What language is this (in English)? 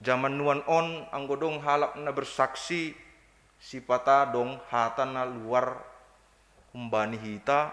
Batak Simalungun